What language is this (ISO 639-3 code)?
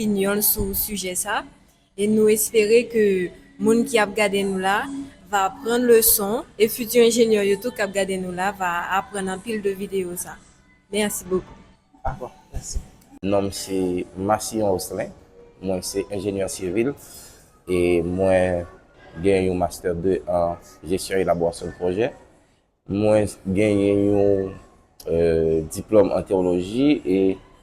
hat